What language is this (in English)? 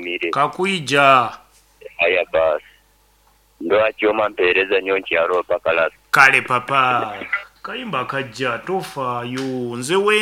Nyankole